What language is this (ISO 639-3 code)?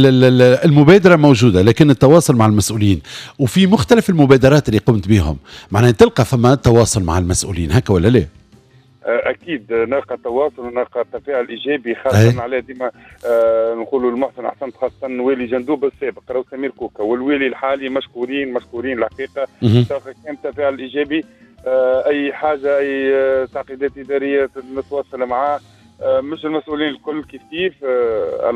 aeb